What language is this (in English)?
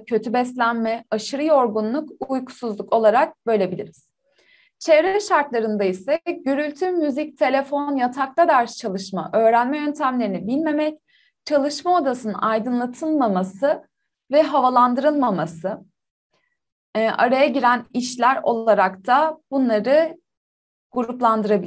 Turkish